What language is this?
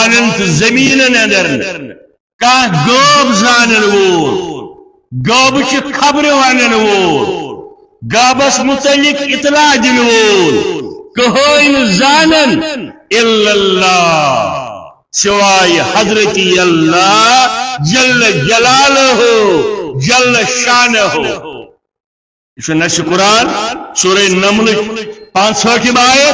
Kashmiri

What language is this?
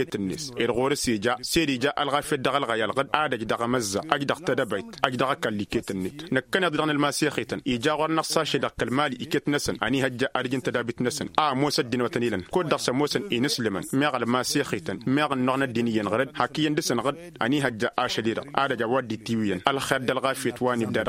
Tamasheq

